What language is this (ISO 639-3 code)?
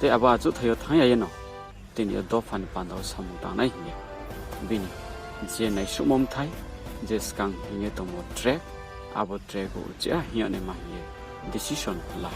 ria